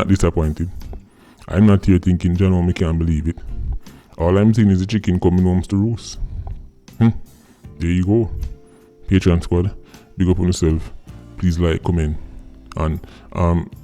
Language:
Jamaican Creole English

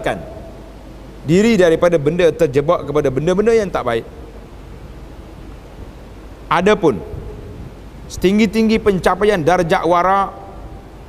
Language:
Malay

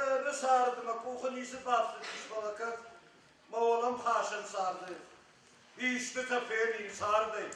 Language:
Ossetic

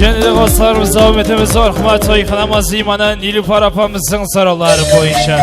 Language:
Kara-Kalpak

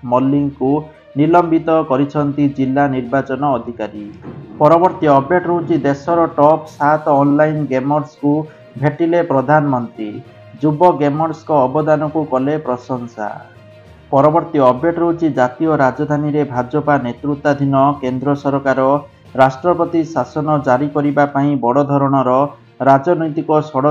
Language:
Odia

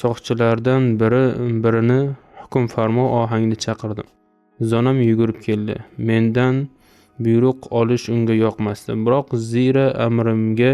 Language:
Uzbek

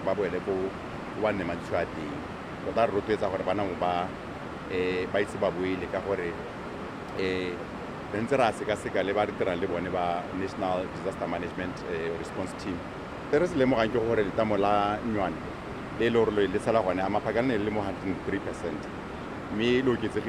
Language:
Tswana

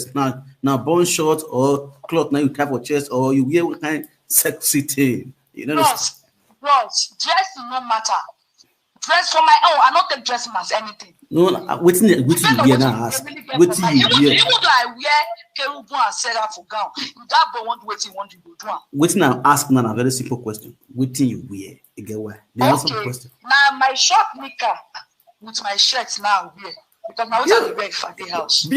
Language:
Nigerian Pidgin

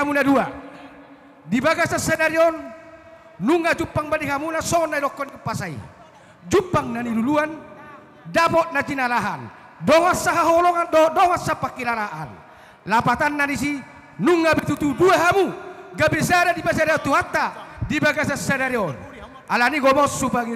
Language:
Batak Toba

